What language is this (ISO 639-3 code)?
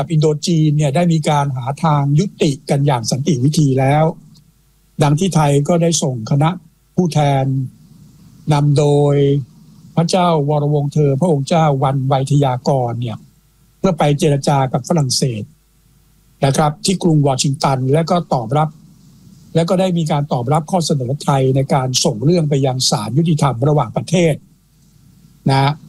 tha